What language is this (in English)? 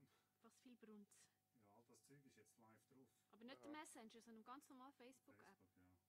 Swiss German